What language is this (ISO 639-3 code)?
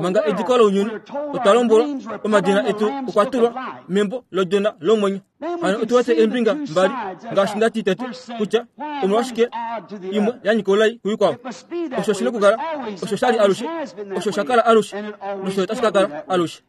kua